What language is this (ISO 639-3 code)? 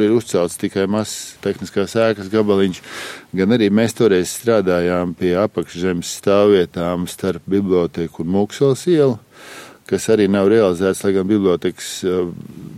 lav